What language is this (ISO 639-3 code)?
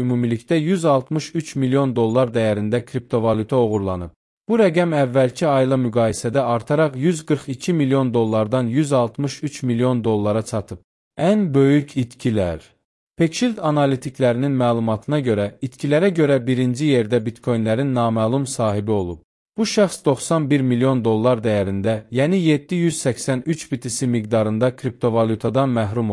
aze